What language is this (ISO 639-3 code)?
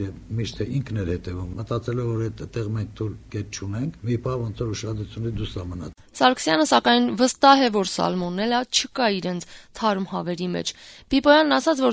hye